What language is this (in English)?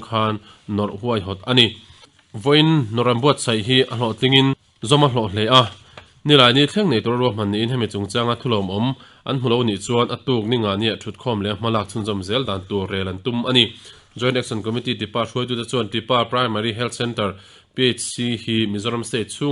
Mizo